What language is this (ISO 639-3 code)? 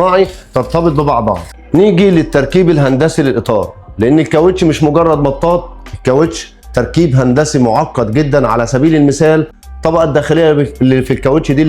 arz